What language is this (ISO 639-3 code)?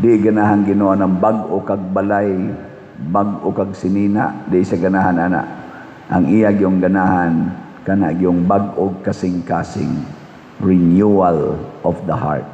ceb